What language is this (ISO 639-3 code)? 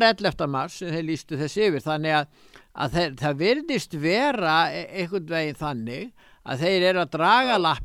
isl